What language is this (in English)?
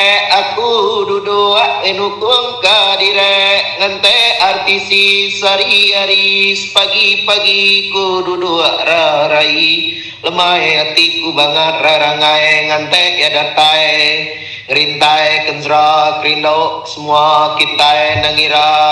Iban